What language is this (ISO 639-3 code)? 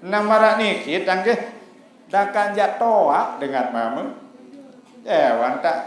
sas